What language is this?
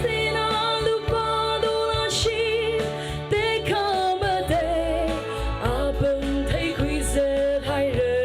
Tangkhul Naga (India)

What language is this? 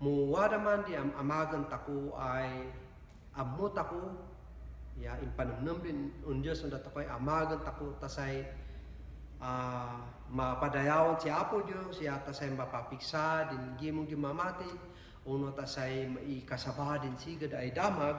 Kankanaey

